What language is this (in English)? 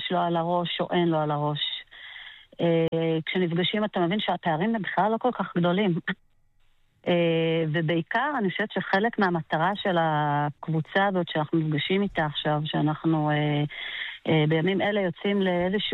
Hebrew